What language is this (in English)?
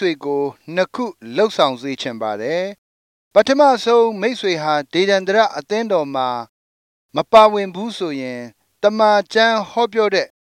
Burmese